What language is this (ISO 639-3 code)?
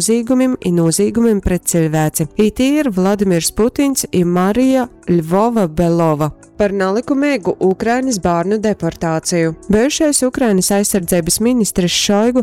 ltg